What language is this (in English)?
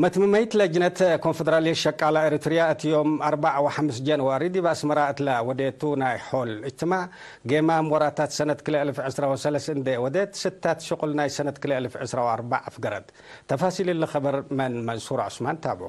Tigre